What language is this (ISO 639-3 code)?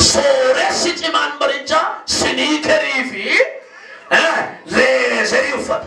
orm